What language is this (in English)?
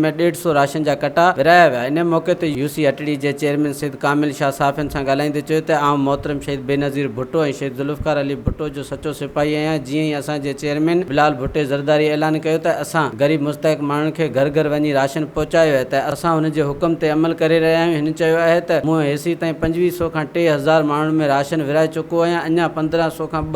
Sindhi